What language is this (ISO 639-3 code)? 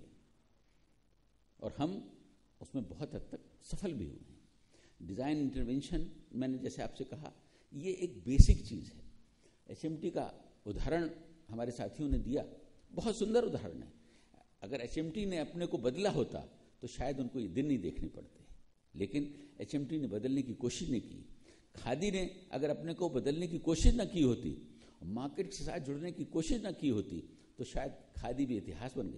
hin